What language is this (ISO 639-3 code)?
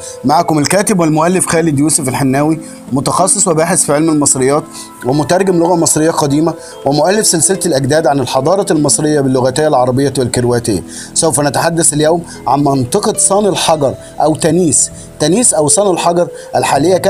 arz